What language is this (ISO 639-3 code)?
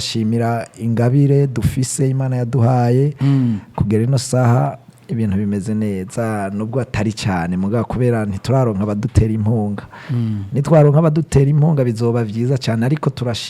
run